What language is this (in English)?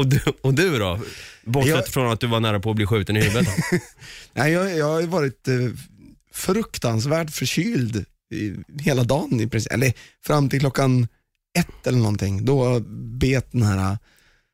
Swedish